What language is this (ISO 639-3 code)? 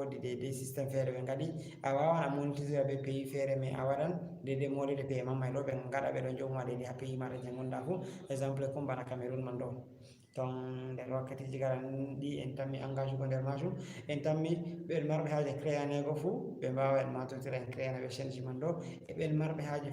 ful